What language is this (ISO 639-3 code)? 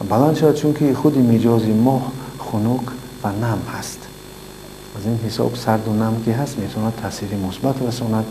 tgk